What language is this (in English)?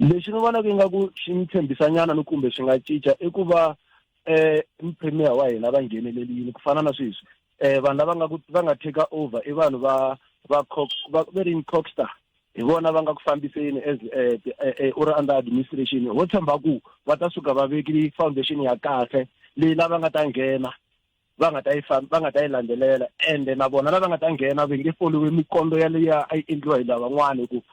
Tsonga